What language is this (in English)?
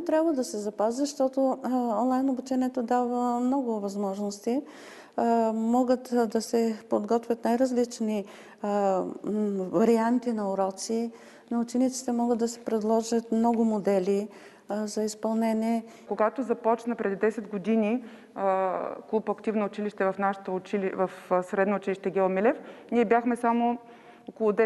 Bulgarian